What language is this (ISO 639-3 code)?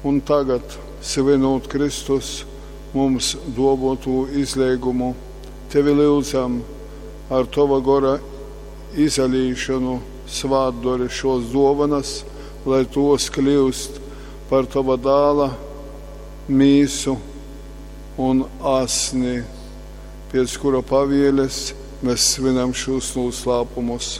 ltg